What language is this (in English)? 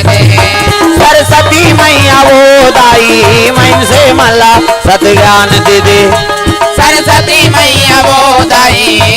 Chhattisgarhi